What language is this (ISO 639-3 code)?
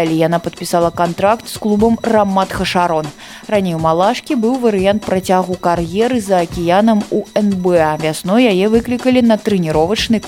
bel